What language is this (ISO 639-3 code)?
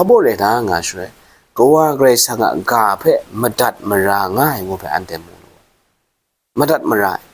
kac